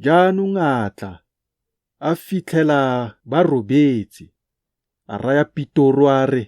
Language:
Tswana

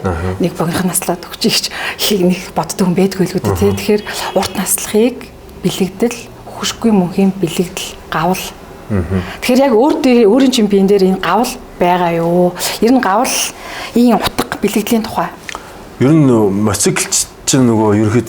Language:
Mongolian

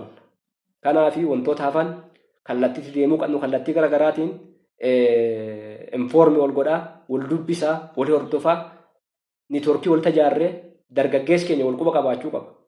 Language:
Oromo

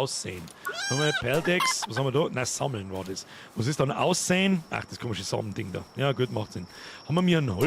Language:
Bavarian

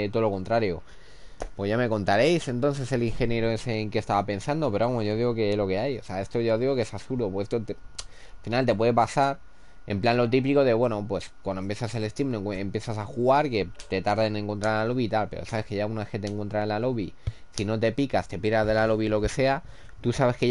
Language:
Spanish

